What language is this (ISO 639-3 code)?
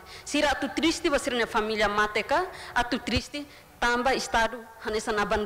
tet